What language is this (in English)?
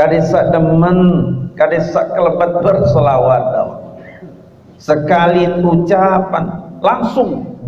Sasak